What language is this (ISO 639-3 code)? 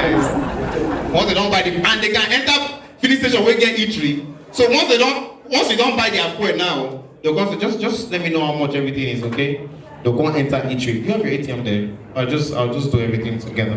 pcm